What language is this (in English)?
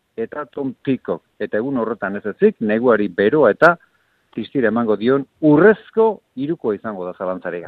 Basque